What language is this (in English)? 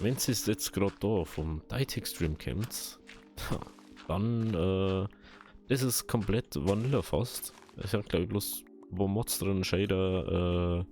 Bavarian